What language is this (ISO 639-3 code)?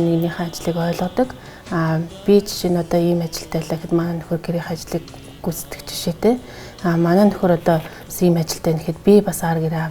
mon